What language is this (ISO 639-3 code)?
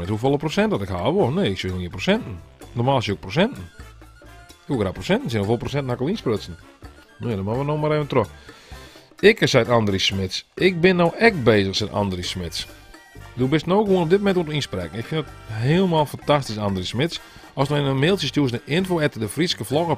fry